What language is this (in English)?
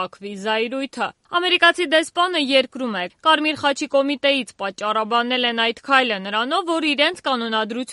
Armenian